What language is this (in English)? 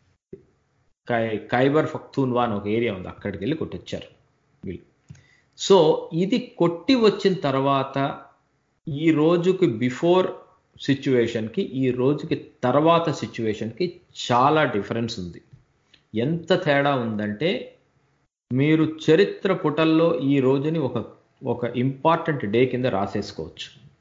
Telugu